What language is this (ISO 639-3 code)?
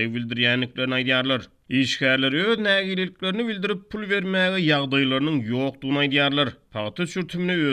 tuk